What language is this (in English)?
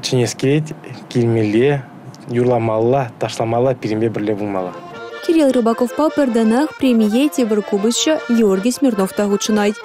Chuvash